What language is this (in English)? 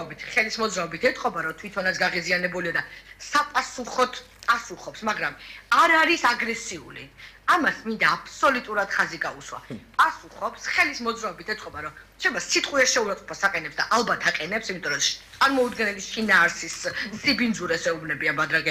Georgian